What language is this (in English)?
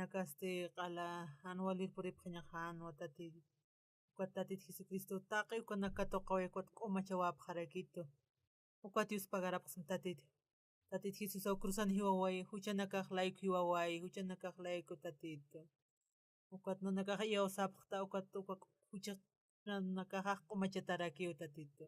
Aymara